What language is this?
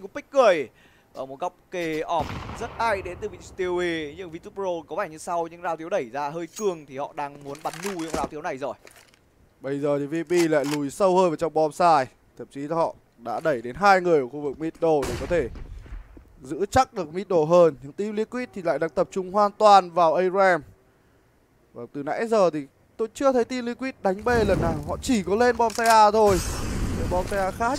Vietnamese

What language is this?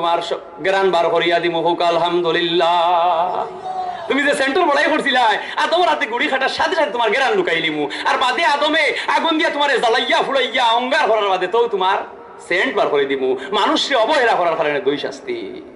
Sylheti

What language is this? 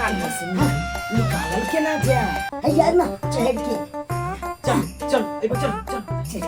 Maithili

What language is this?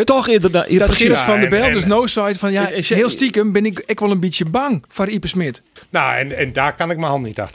Western Frisian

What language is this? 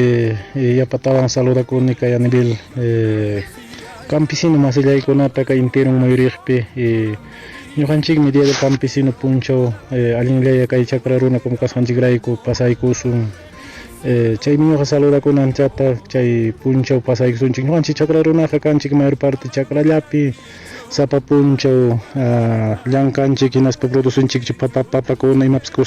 Ayacucho Quechua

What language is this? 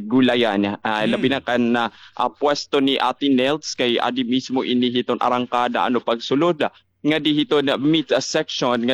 Waray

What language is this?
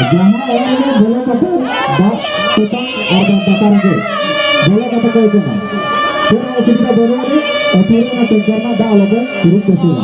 Santali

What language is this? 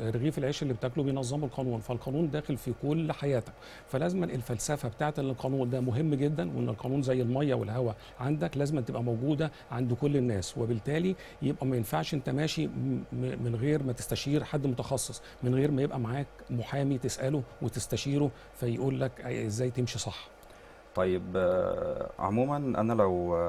Egyptian Arabic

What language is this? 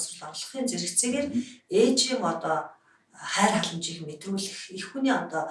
Mongolian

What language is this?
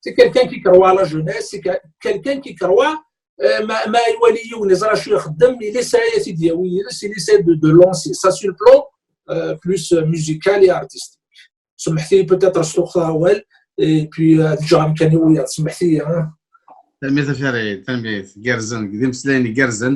Kabyle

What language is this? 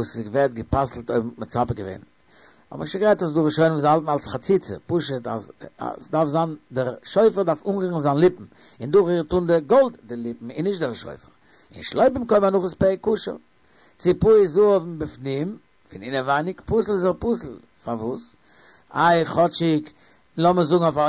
Yiddish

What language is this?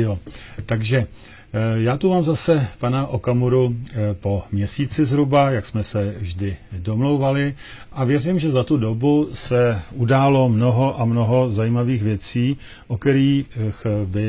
Czech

